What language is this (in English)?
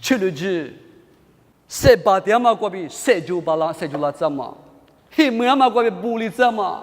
Lisu